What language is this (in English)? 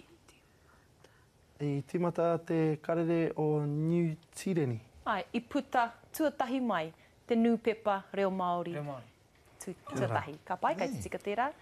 Māori